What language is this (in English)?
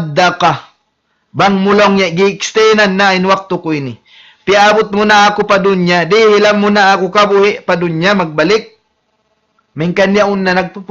Tausug